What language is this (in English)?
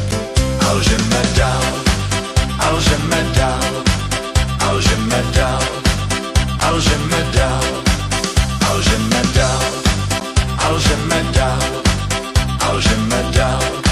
Czech